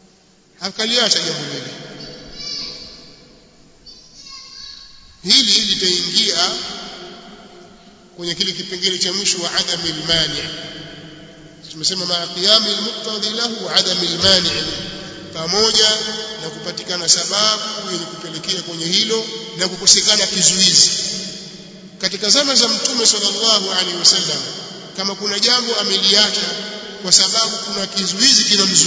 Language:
Swahili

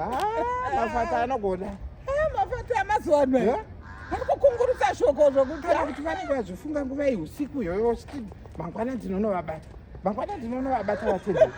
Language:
Shona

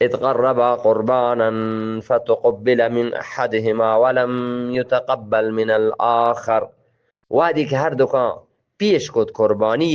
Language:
Eastern Balochi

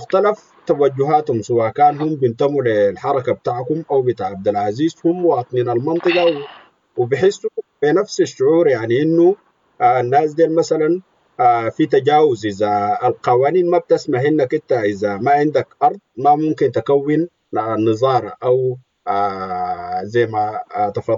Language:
Sudanese Arabic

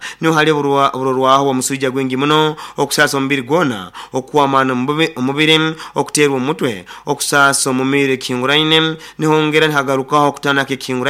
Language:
Nyoro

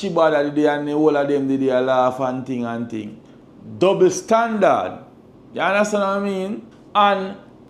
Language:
Jamaican Creole English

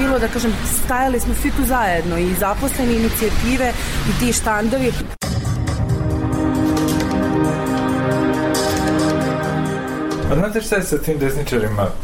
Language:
Serbian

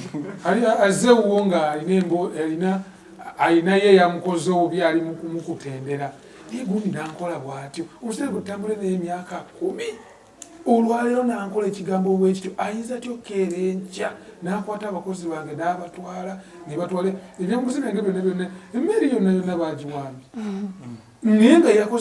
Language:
Ganda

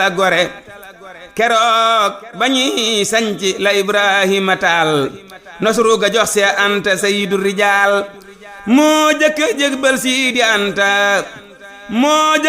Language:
Wolof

